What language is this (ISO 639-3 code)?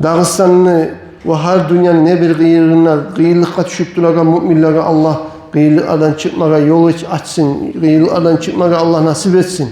kum